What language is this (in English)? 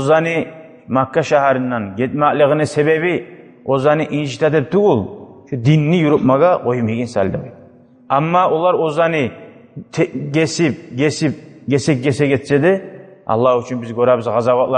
Kumyk